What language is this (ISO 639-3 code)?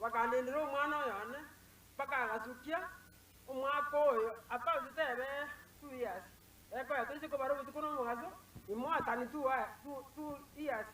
guz